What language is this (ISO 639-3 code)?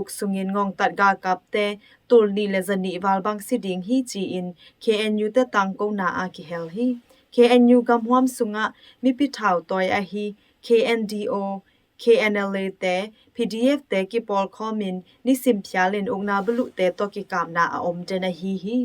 ctd